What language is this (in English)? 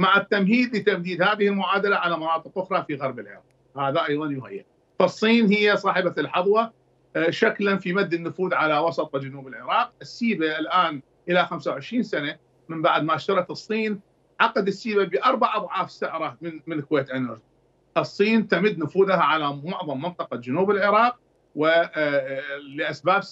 Mesopotamian Arabic